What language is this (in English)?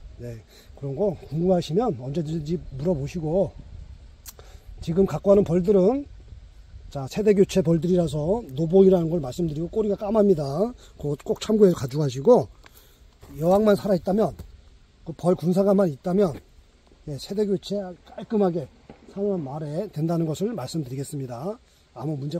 Korean